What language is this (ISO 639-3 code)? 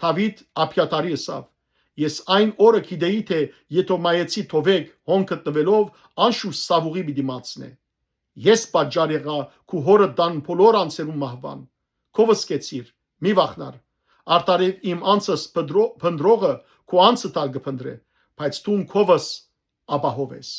hyw